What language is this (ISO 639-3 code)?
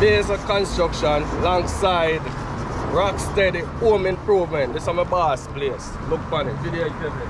jam